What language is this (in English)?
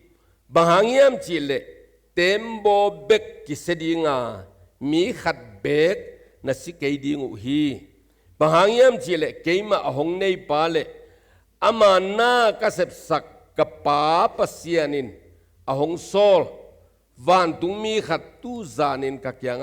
Tedim Chin